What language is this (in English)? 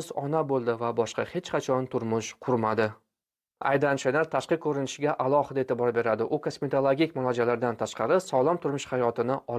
Uzbek